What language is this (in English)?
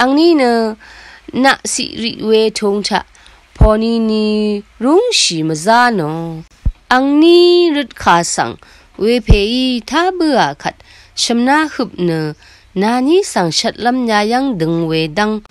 Rawang